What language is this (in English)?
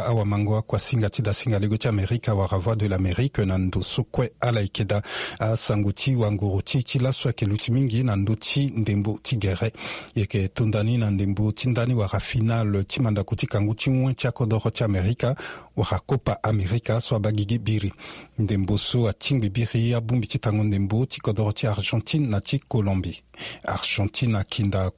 Sango